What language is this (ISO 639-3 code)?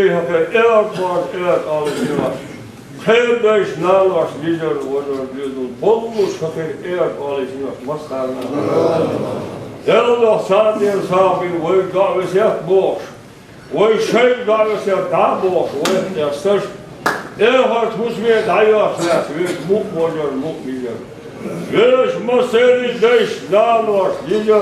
che